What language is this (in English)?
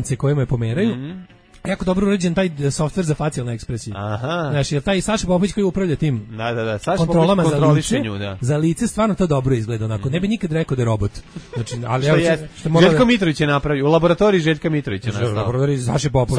Serbian